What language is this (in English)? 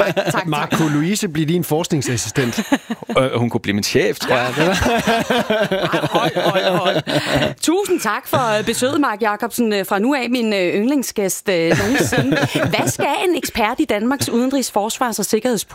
Danish